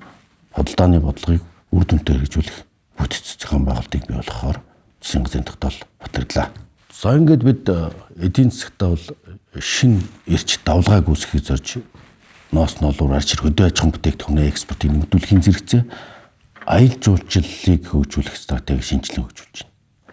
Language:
Mongolian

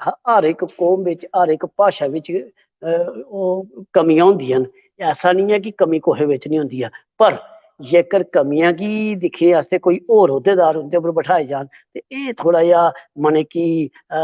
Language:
Dogri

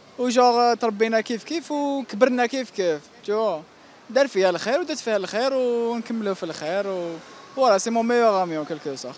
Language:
Algerian Arabic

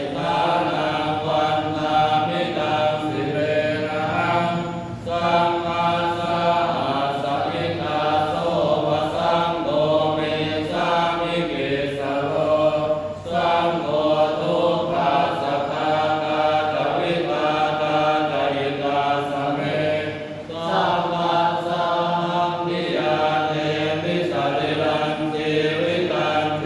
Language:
Pali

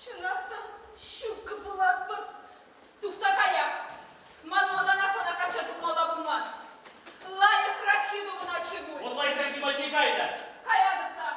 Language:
Chuvash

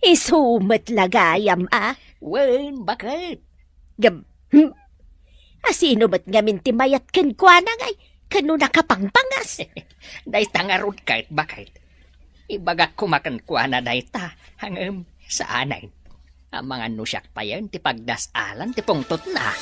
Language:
Iloko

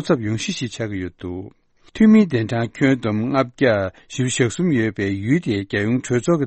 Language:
Tibetan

